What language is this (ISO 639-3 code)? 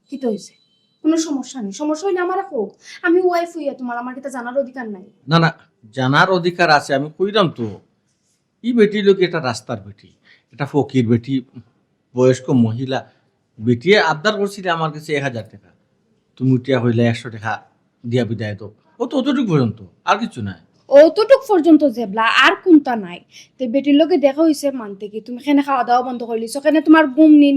syl